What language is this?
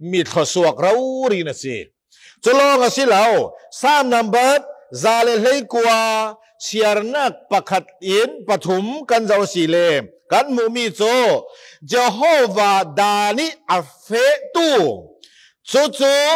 Falam Chin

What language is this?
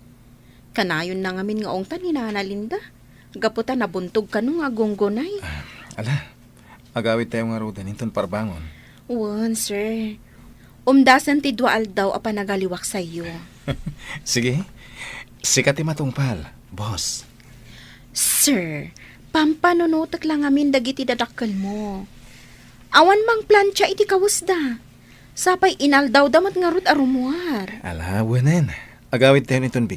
Iloko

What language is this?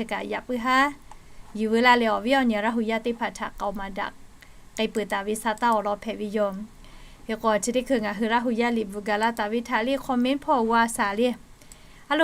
Lahu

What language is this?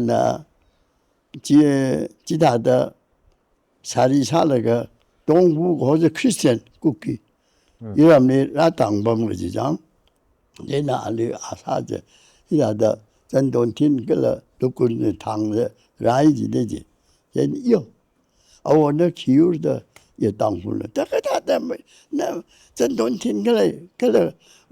Tangkhul Naga (India)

